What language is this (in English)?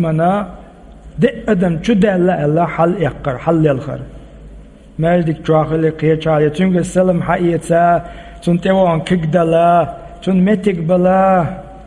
Chechen